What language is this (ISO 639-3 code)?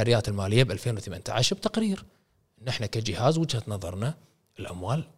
afb